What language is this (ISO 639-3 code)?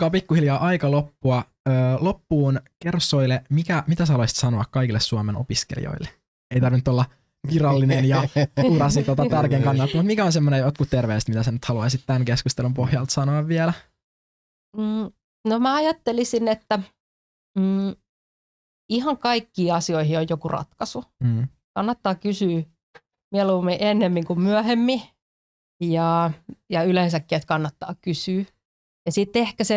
fin